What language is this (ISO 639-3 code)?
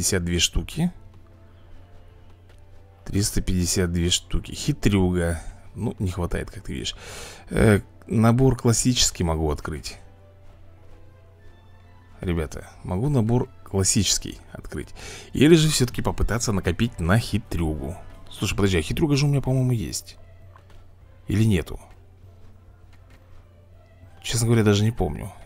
rus